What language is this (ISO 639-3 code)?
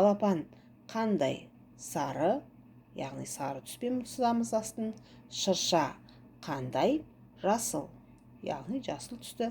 kaz